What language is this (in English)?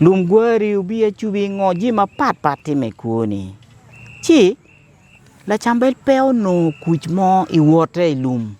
Acoli